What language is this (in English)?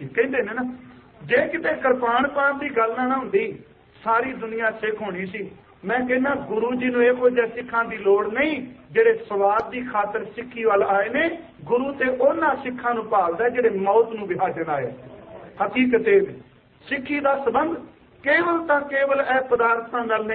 Punjabi